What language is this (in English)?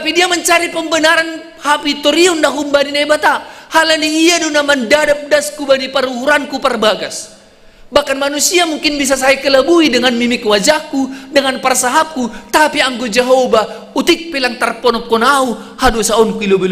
Batak Simalungun